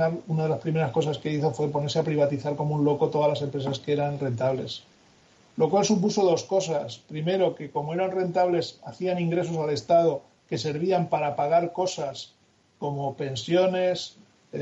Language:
Spanish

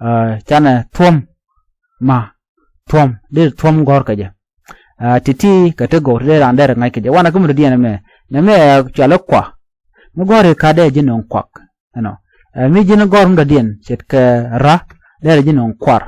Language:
Nuer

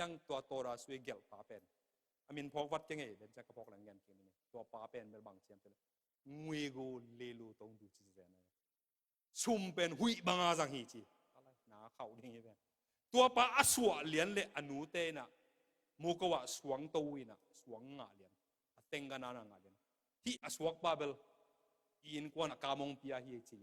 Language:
Tedim Chin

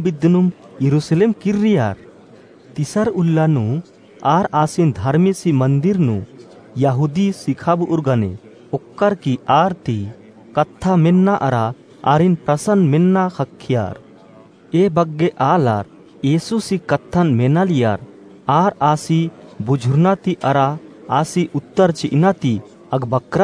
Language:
Kurukh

